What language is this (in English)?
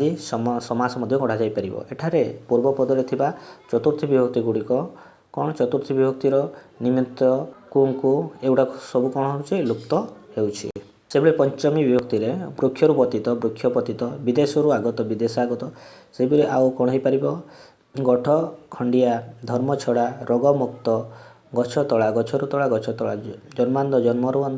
Odia